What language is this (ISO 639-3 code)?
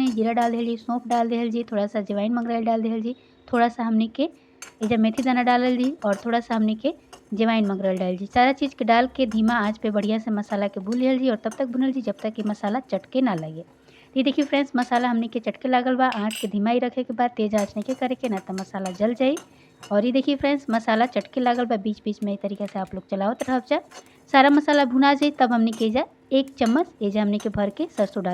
bho